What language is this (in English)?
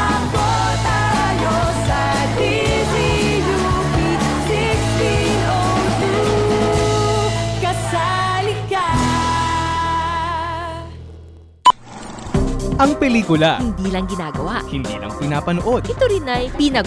Filipino